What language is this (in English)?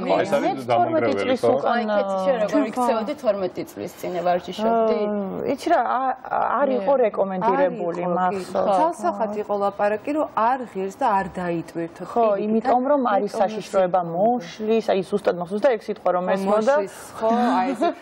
Georgian